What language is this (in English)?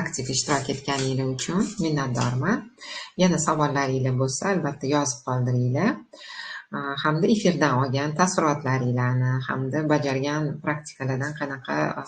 Uzbek